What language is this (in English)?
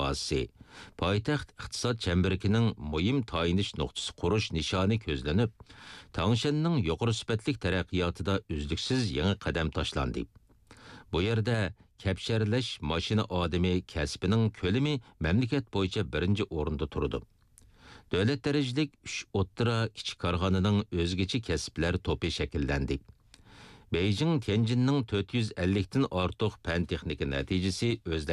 Uyghur